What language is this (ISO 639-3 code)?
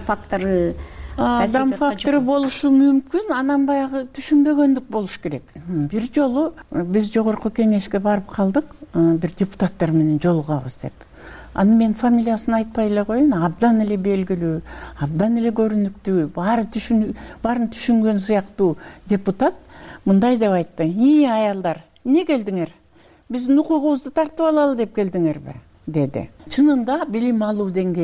kir